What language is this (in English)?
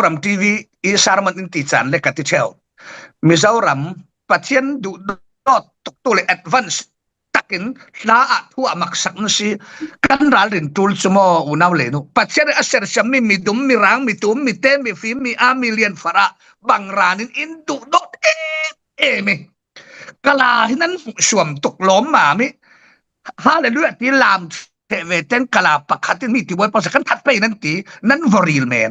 Falam Chin